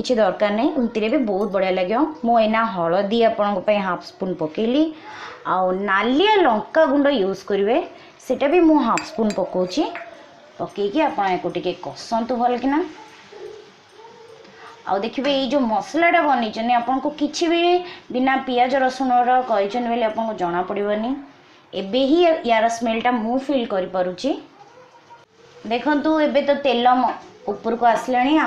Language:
Odia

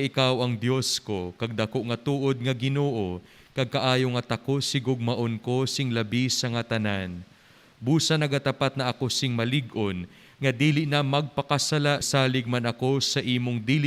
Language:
Hiligaynon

